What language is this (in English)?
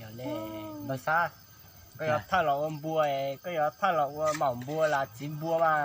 Hmong